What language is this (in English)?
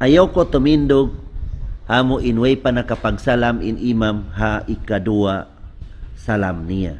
Tausug